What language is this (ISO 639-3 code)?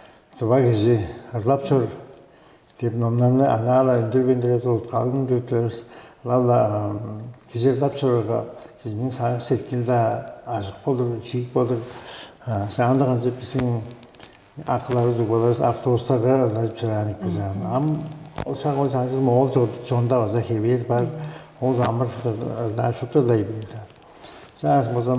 tyv